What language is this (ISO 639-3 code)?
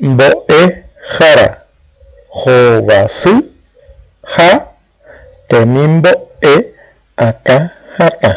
grn